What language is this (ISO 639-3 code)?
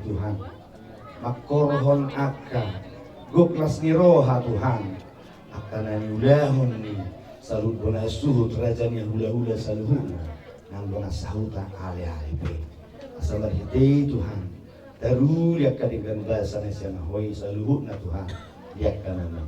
bbc